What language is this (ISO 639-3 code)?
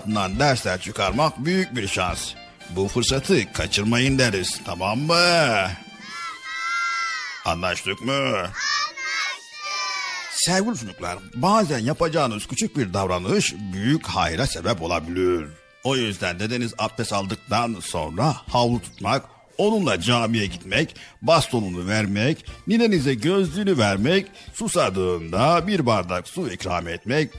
tur